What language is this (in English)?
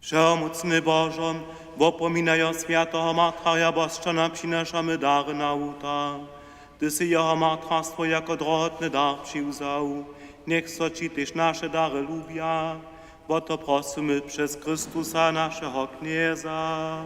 Upper Sorbian